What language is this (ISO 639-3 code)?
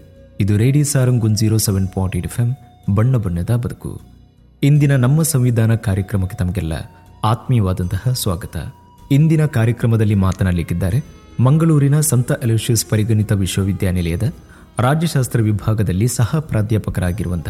kan